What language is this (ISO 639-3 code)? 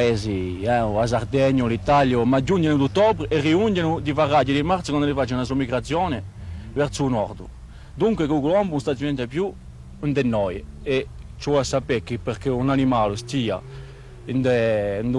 cos